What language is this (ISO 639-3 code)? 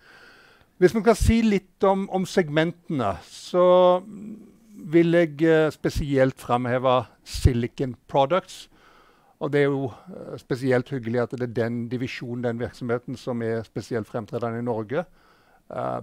nor